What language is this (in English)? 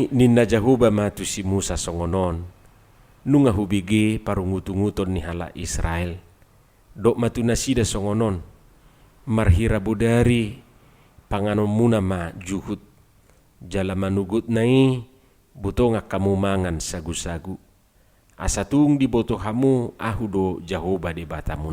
Batak Toba